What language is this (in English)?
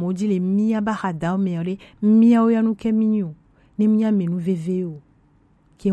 Gen